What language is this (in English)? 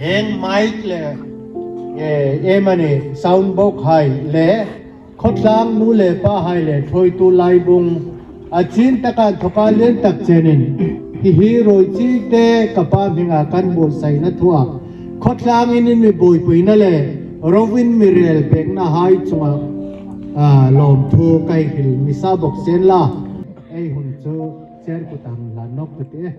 Hmar